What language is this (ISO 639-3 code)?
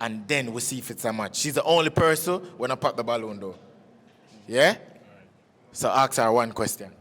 jam